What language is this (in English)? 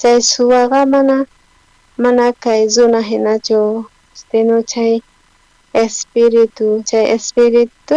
South Bolivian Quechua